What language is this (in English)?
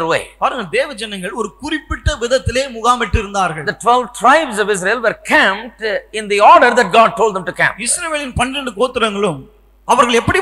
Tamil